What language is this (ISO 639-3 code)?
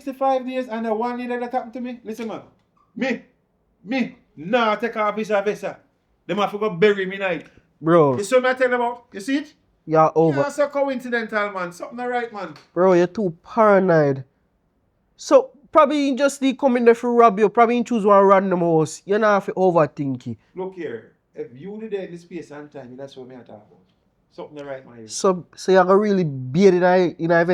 jam